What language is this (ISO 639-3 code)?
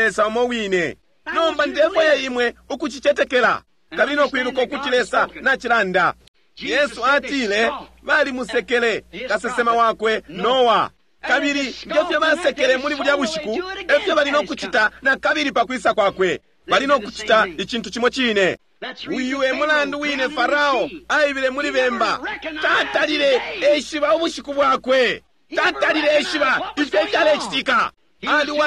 bem